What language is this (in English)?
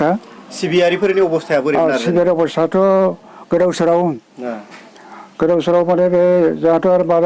Bodo